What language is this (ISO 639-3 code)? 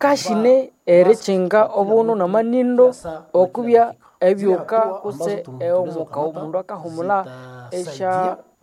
nnb